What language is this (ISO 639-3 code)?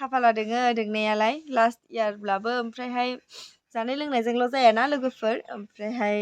brx